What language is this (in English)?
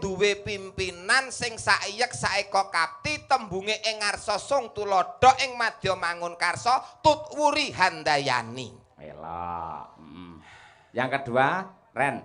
Javanese